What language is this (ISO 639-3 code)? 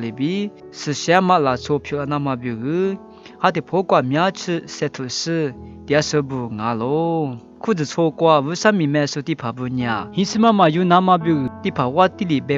lis